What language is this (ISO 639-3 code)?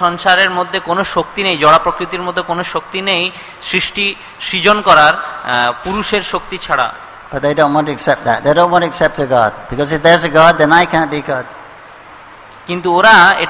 ben